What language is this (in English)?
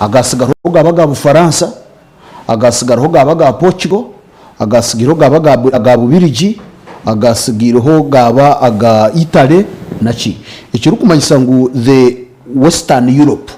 Nyankole